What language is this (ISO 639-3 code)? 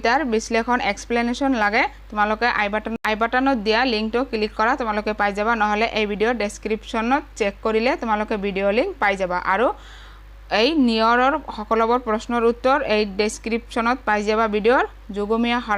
asm